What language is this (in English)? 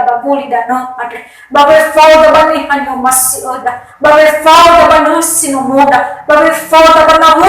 Nias